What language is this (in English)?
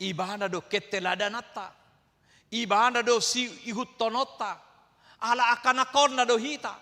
Batak Toba